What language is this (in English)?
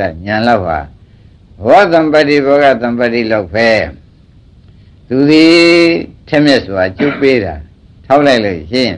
Burmese